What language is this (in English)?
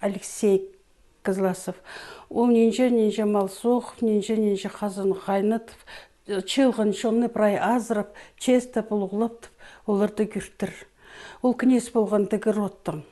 Khakas